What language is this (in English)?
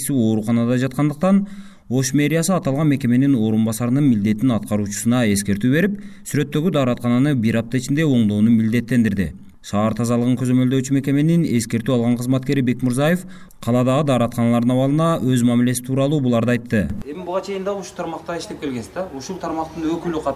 Kyrgyz